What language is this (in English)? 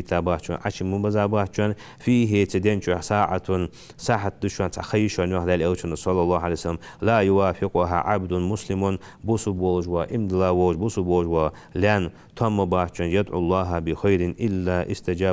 Ingush